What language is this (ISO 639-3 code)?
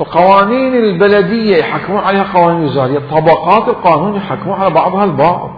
acm